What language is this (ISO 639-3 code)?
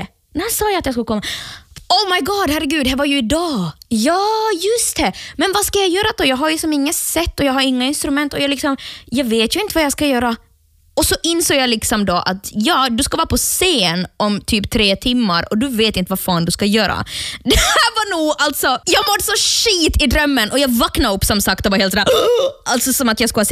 swe